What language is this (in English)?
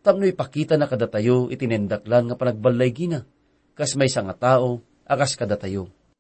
Iloko